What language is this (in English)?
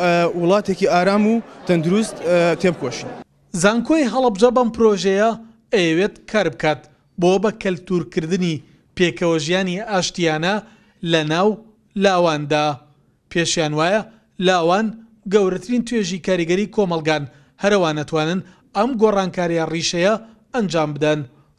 Central Kurdish